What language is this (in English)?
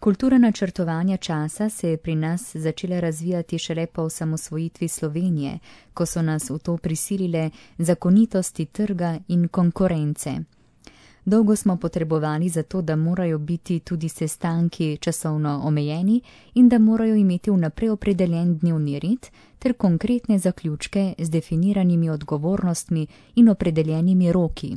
Slovenian